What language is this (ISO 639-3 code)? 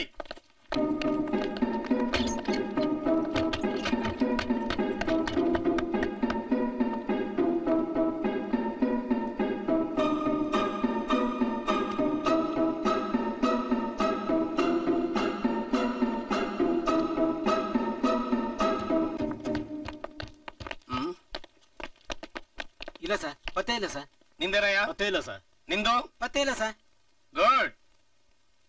kan